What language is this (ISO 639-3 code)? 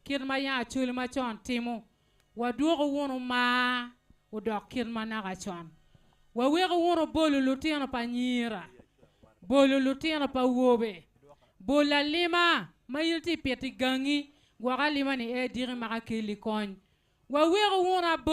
ach